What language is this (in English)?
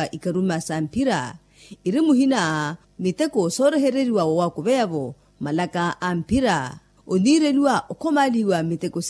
Makhuwa